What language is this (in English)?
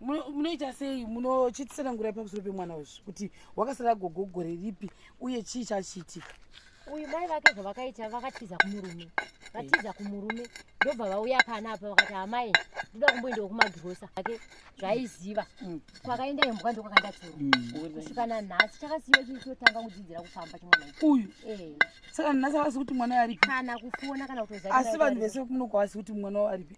Shona